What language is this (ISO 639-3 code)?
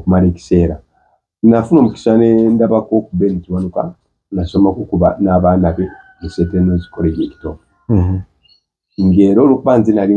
lug